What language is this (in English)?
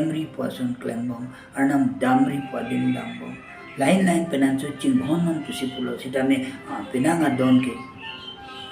Karbi